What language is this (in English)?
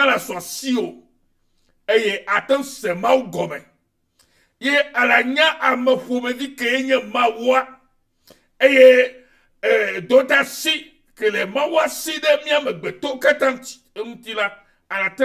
Ewe